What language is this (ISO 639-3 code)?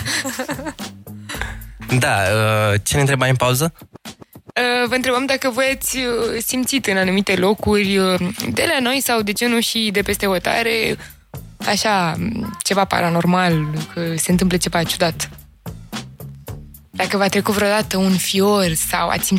ron